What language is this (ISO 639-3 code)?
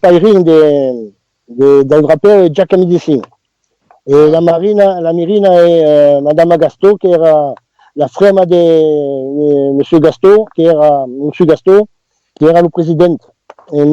oci